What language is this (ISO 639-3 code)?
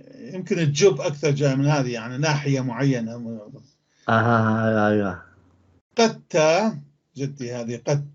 apc